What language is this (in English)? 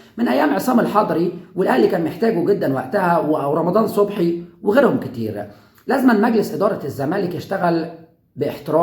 Egyptian Arabic